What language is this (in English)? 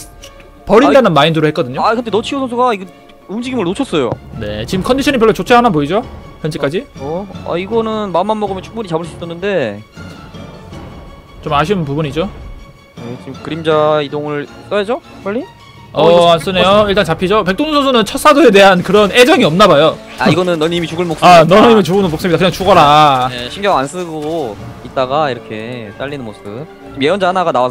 Korean